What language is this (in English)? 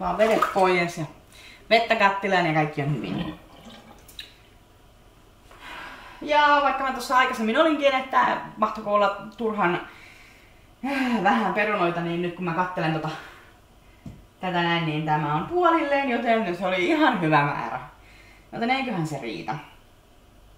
Finnish